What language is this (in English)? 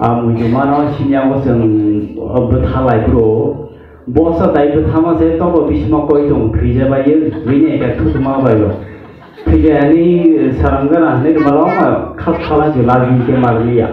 Kok Borok